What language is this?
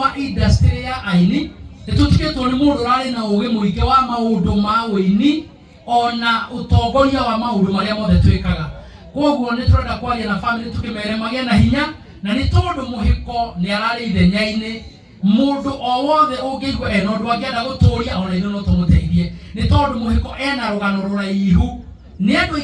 Kikuyu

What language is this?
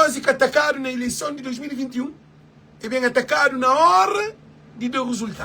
Kabuverdianu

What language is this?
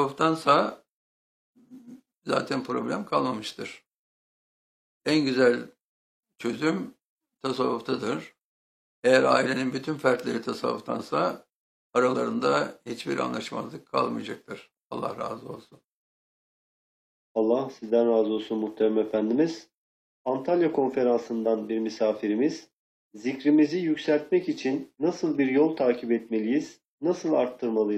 Turkish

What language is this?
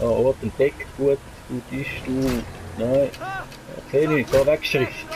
Swiss German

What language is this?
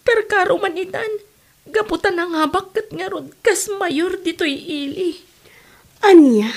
Iloko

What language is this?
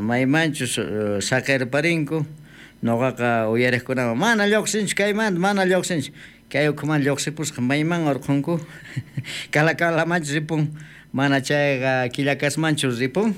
South Bolivian Quechua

